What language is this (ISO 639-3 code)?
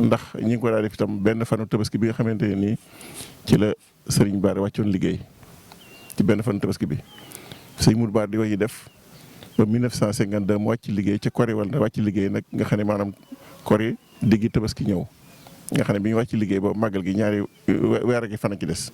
wol